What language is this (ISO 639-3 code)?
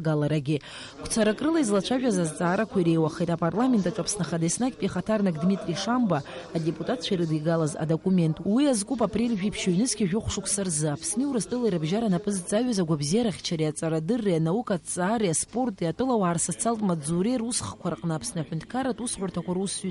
abk